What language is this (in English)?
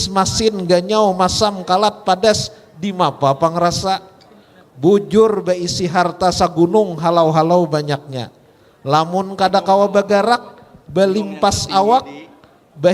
Banjar